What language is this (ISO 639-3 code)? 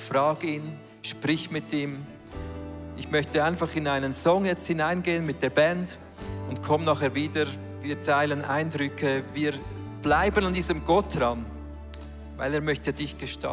gsw